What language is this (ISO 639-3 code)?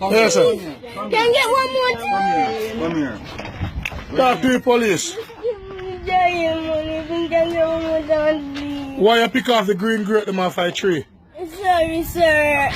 jam